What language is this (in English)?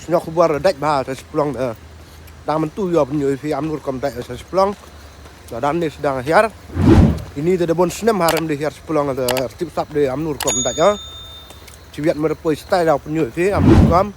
Khasi